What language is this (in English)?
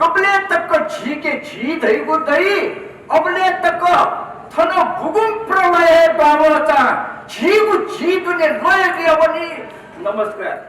Newari